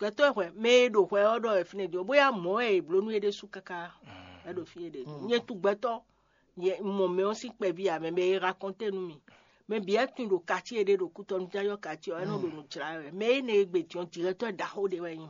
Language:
Fon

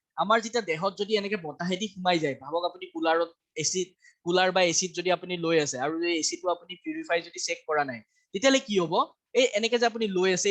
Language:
Assamese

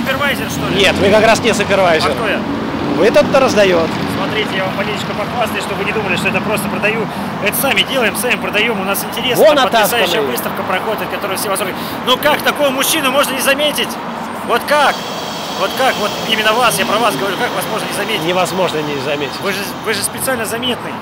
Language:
Russian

